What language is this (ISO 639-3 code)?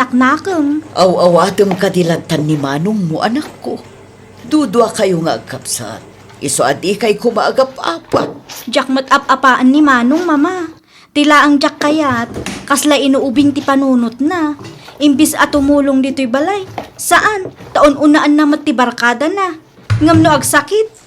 ilo